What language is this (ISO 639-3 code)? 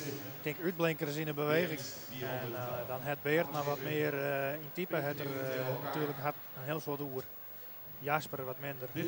fry